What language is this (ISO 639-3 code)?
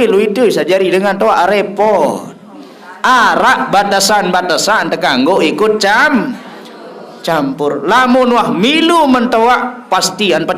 sas